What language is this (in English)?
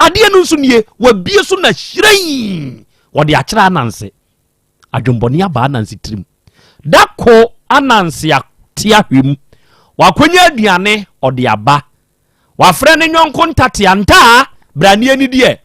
Akan